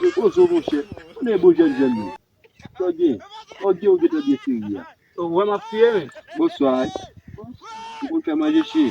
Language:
Haitian Creole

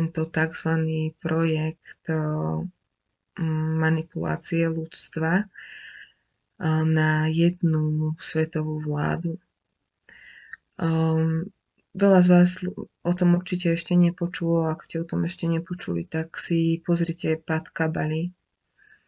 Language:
Slovak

